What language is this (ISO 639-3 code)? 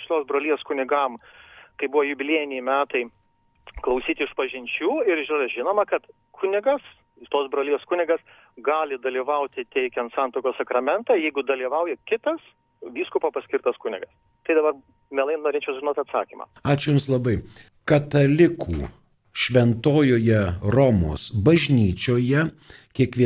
lit